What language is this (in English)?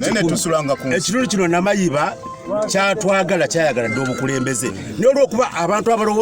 Ganda